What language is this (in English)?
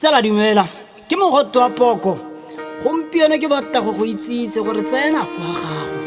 Tswana